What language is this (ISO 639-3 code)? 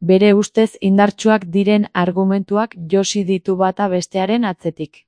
eus